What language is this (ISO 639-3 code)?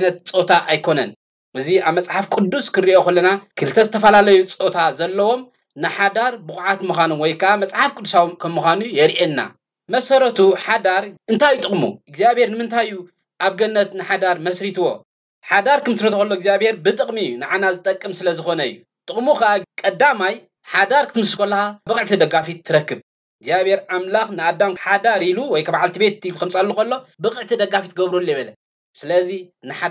tir